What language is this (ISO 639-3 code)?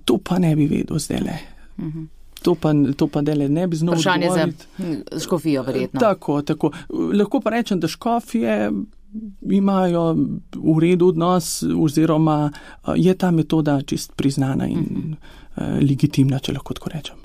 slv